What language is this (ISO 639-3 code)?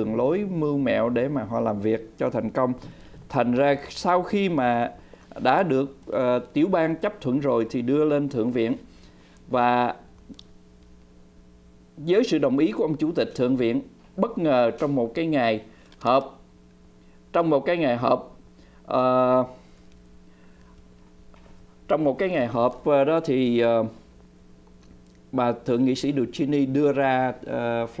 vie